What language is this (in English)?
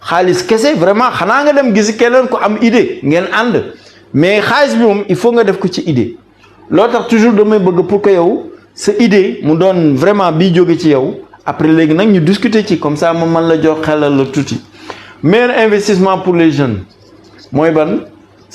Wolof